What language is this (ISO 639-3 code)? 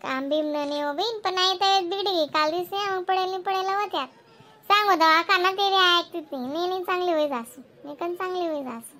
khn